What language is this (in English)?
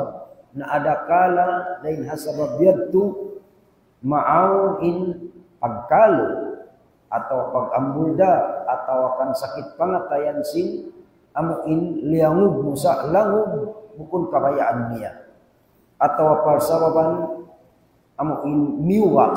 Tausug